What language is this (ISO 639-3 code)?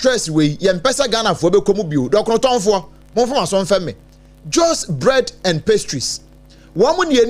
aka